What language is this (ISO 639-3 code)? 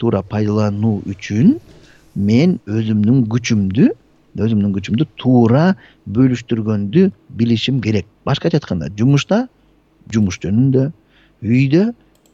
kir